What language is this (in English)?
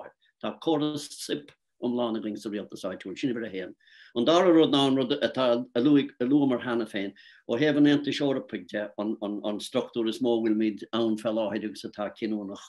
Irish